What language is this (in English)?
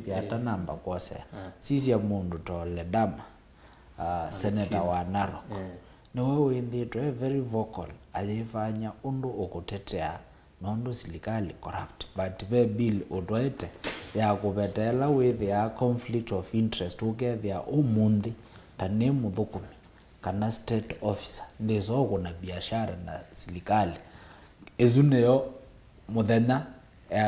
Kamba